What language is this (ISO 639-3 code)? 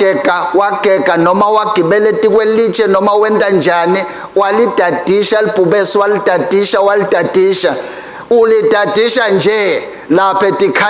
ssw